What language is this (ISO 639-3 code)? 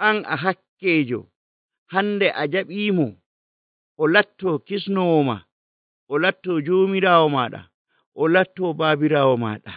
fuv